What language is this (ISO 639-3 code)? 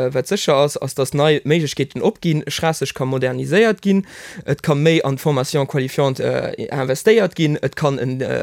ltz